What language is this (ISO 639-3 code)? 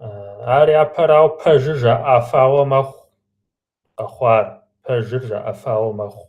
kbd